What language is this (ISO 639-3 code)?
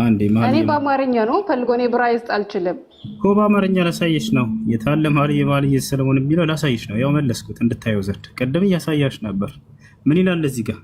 amh